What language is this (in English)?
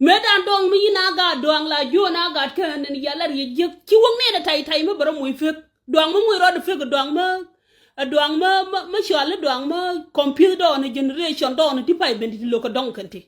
Nuer